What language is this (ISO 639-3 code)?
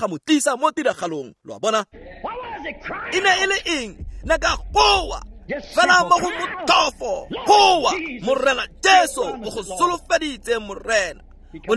tsn